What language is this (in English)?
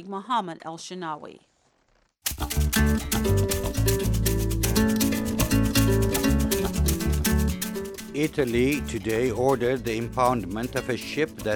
English